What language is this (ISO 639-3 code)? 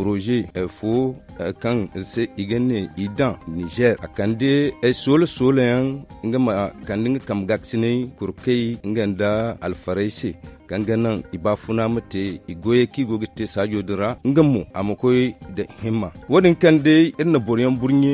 dje